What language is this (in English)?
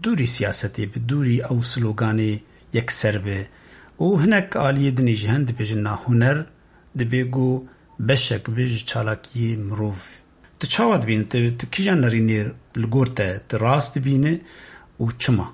Kurdish